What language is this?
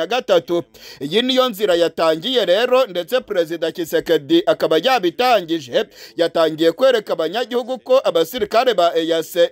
Kinyarwanda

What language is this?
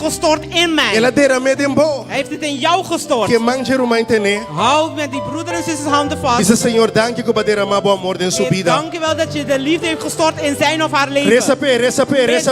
Papiamento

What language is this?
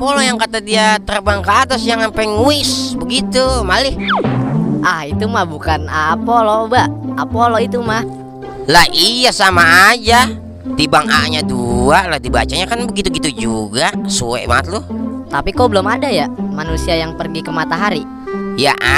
Betawi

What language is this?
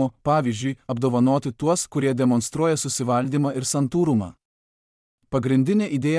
Lithuanian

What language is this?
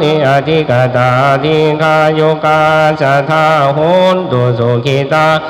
Pali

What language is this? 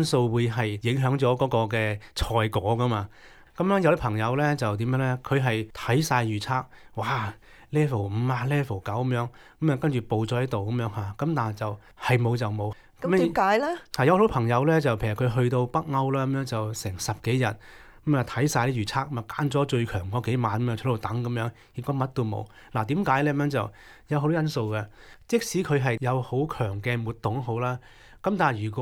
Cantonese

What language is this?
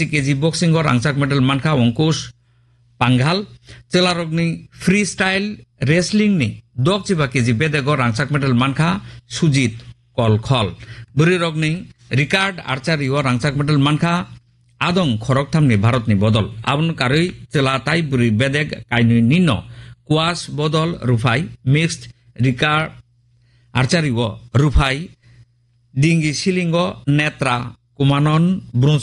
Kok Borok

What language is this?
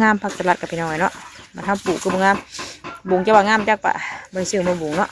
Northeastern Thai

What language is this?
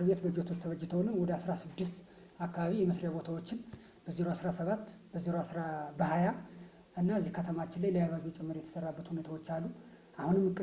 Amharic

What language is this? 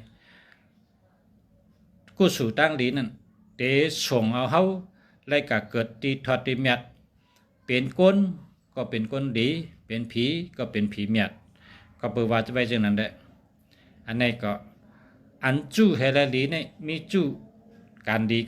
Shan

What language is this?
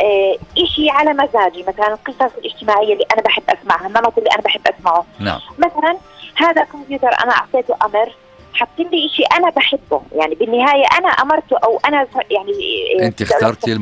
North Levantine Arabic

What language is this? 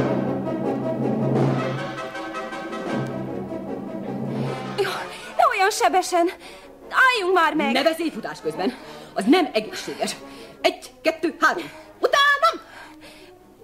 Hungarian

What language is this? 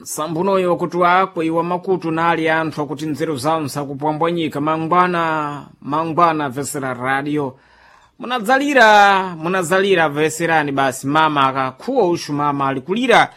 Sena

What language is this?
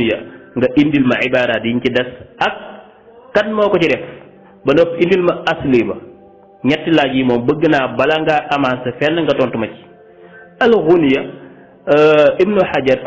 Wolof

